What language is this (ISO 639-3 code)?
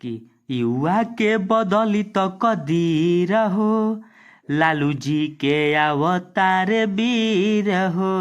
bho